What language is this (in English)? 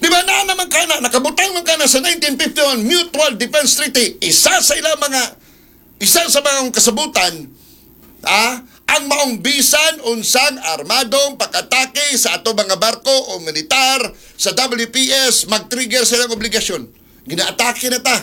Cebuano